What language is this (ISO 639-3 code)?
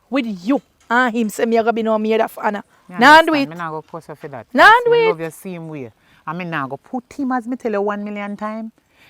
jam